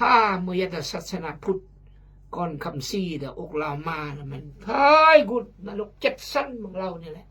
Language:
Khmu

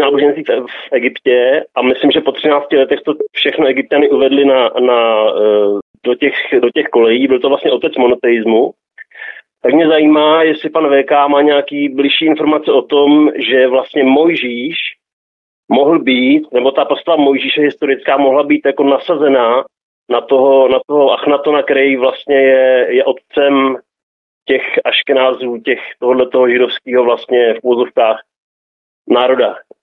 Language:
Czech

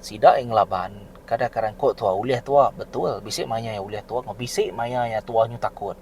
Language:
Iban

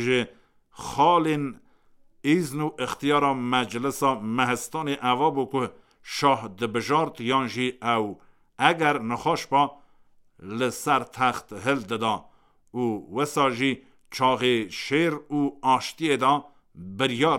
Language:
Kurdish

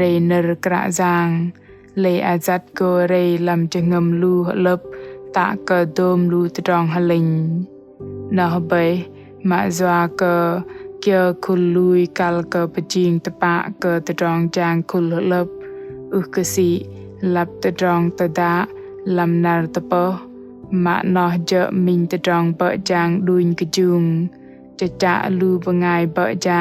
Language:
Bahnar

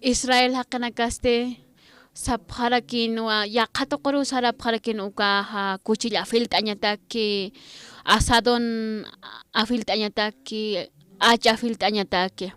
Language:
Aymara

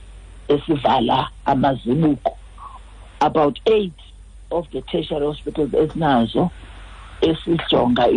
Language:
Xhosa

